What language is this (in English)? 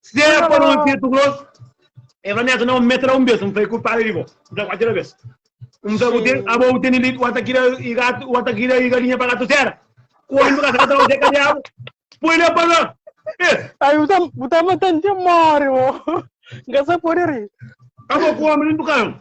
Kabuverdianu